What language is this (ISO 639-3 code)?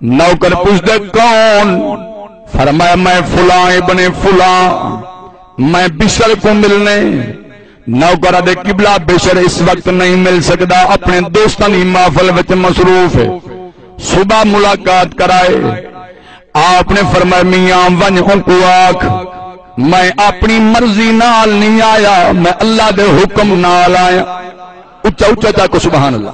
skr